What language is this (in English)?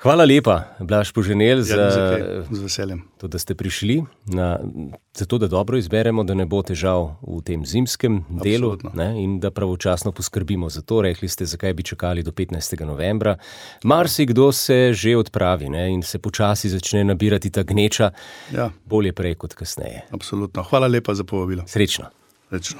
Slovenian